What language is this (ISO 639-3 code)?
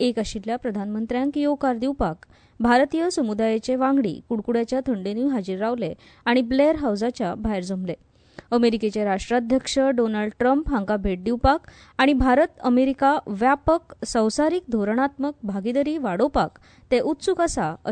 kok